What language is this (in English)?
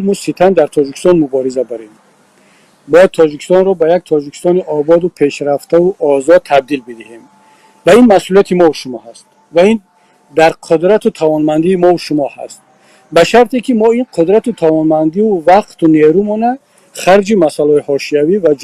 Tajik